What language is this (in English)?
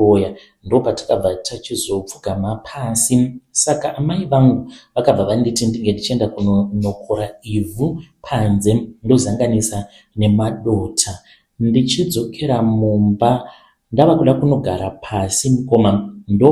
Shona